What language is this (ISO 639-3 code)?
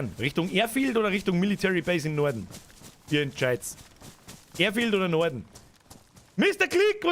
bar